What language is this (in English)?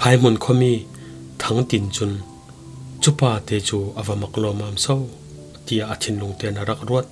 Falam Chin